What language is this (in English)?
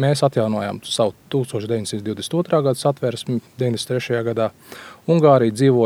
Latvian